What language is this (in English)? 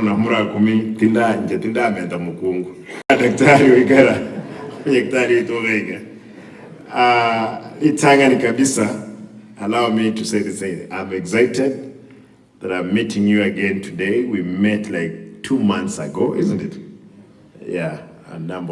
Gusii